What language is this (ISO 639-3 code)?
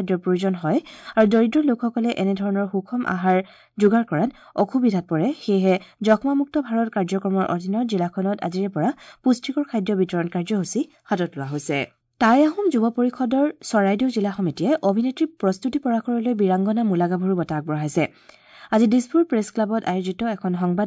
asm